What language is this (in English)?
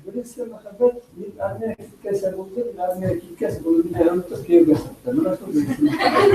Bashkir